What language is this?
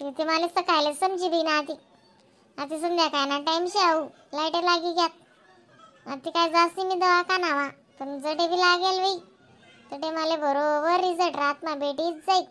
Khandesi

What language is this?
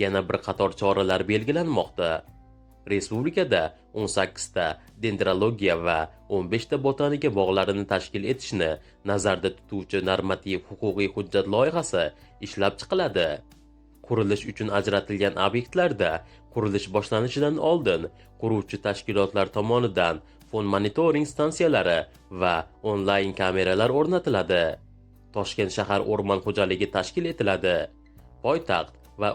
Uzbek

